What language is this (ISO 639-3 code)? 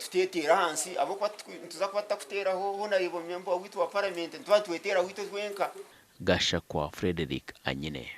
nyn